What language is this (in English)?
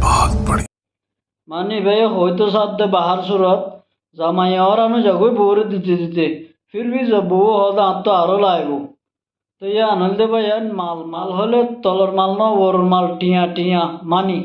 Rohingya